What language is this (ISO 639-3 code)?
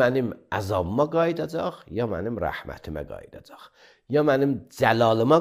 aze